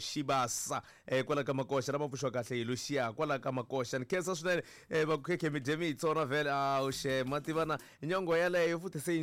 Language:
Tsonga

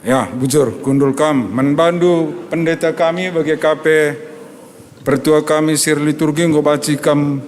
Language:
Batak Karo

